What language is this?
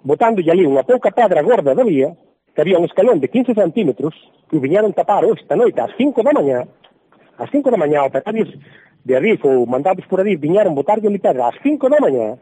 Galician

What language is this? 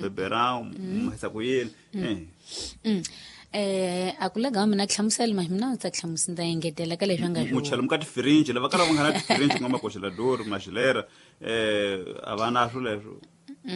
Tsonga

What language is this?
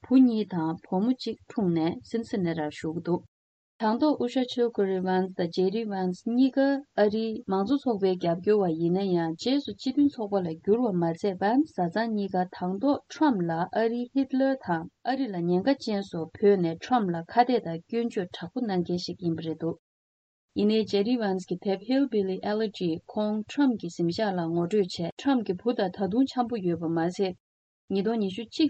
Tibetan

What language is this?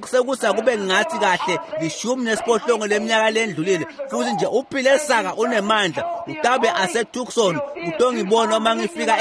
Swati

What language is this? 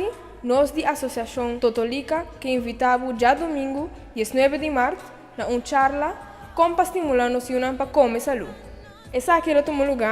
Papiamento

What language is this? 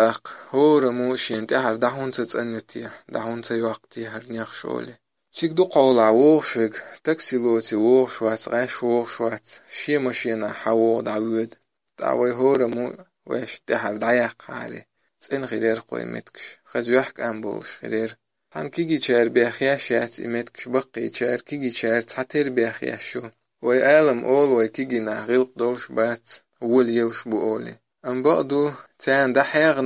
Chechen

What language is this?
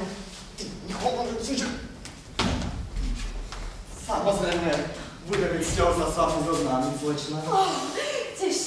Slovak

